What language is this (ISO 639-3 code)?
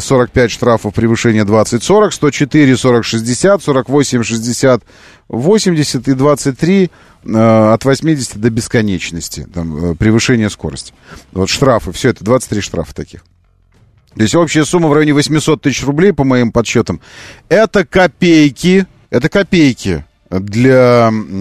rus